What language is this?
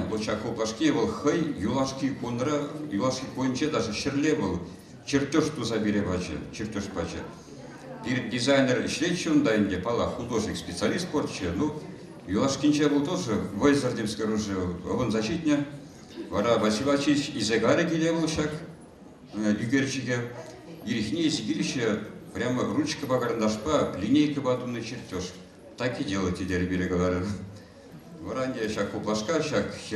Chuvash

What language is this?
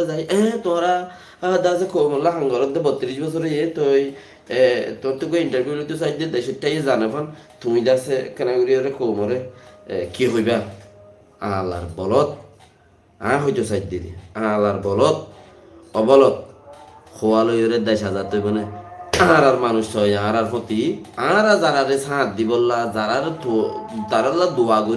Rohingya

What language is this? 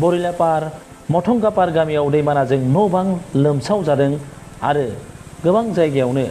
Bodo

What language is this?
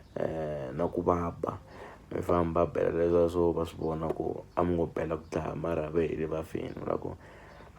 Tsonga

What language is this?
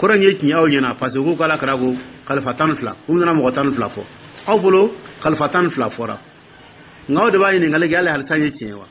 Dyula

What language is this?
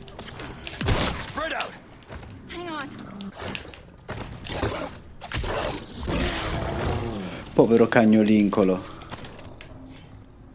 Italian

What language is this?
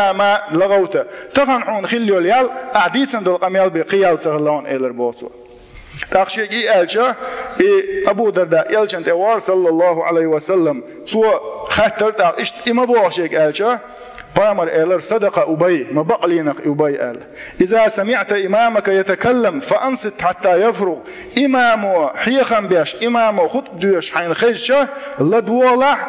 Chechen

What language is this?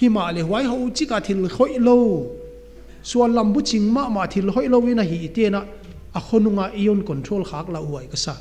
Paite Chin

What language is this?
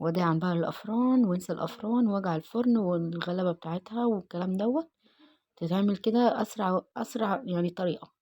Egyptian Arabic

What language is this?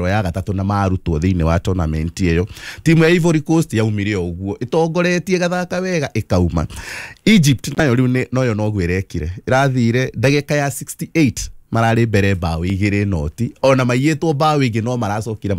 Kikuyu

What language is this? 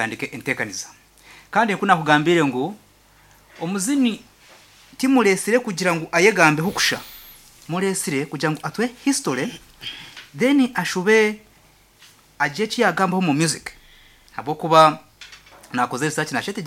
Nyankole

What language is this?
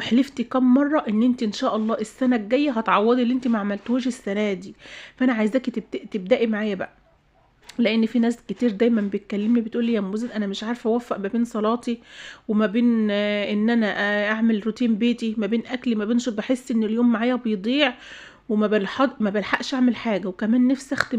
Egyptian Arabic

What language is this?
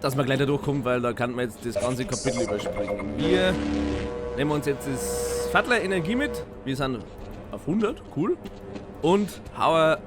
Bavarian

